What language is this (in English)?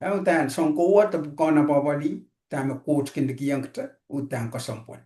Pohnpeian